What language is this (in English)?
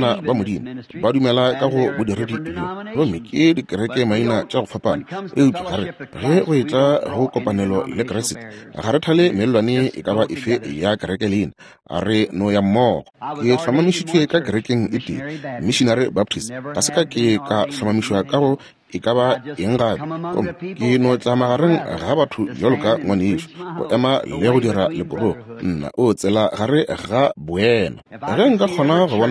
Northern Sotho